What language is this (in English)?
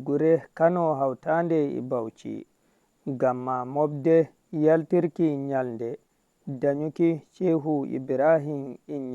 Fula